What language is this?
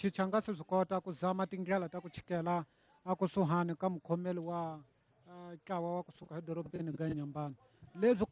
Tsonga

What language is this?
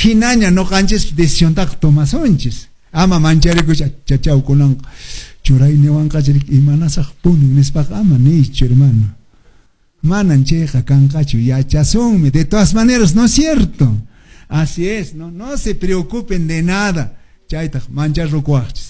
Quechua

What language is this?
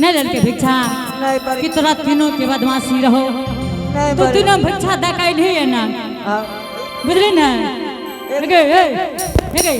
Angika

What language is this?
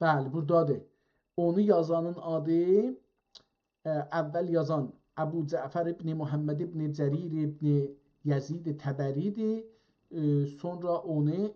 South Azerbaijani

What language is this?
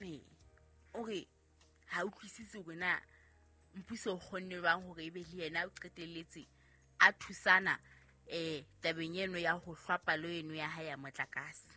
Southern Sotho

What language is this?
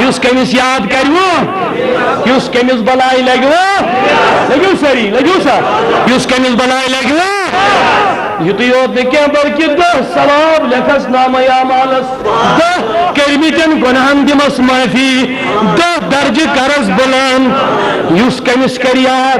Kashmiri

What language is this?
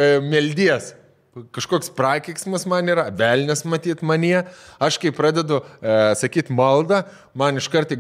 Lithuanian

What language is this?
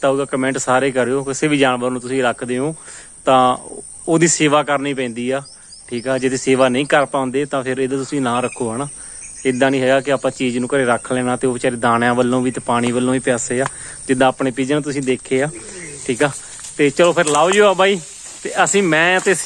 Punjabi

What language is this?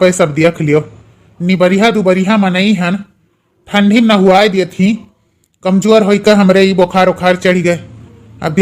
Awadhi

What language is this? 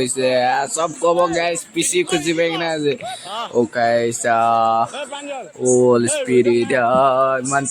Naga Pidgin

